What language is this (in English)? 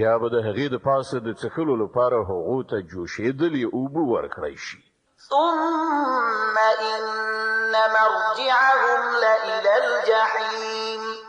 Pashto